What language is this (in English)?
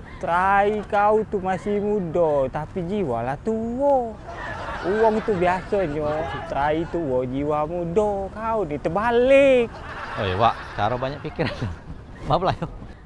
Musi